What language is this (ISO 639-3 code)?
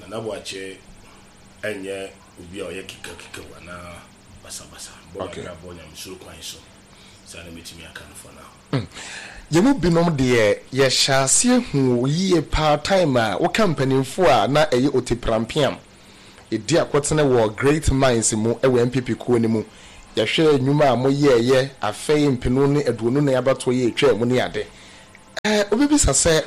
aka